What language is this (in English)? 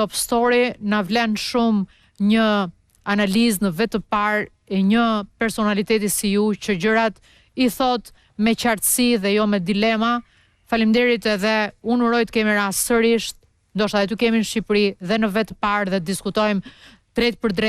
Albanian